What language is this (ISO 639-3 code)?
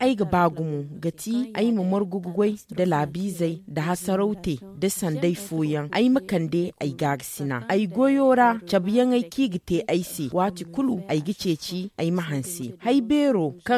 dje